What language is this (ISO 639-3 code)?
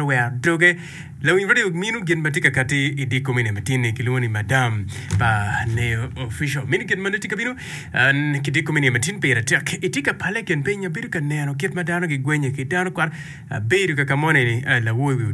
ach